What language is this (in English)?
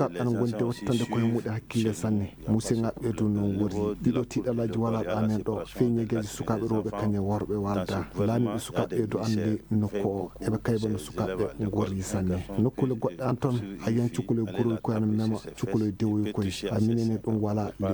Fula